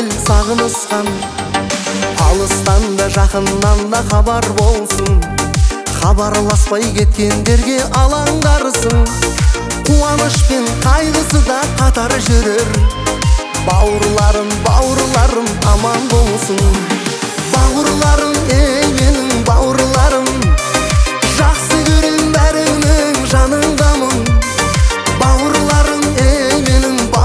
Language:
Kazakh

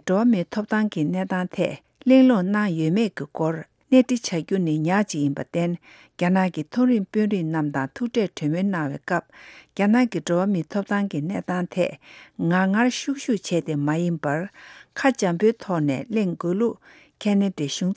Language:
Tibetan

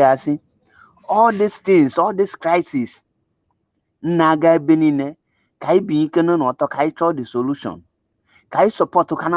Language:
Igbo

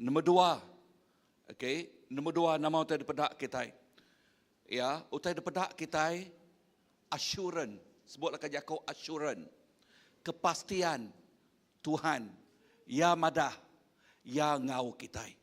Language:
Iban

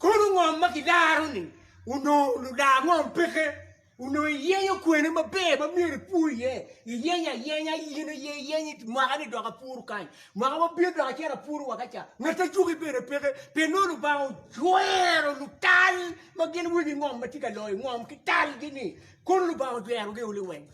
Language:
Acoli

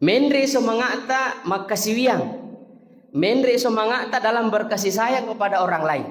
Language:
Buginese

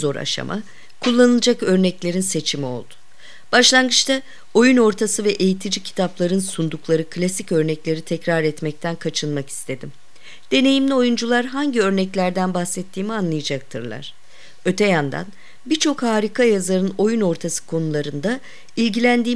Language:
Turkish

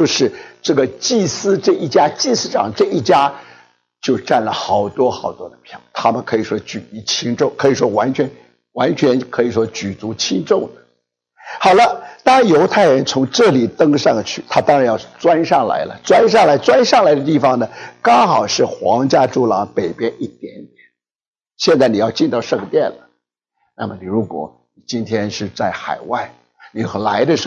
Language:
Chinese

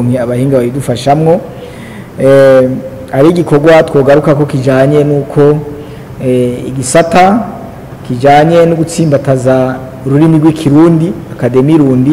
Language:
Rundi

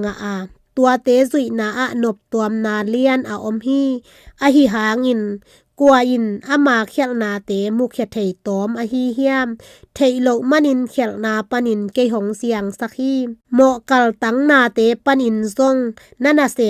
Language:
Tedim Chin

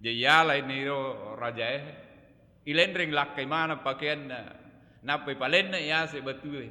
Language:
Buginese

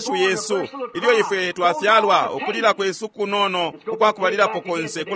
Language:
Bemba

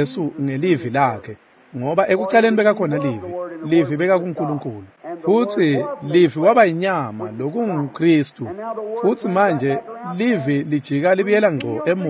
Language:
Swati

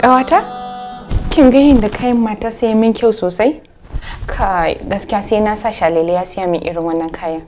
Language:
Hausa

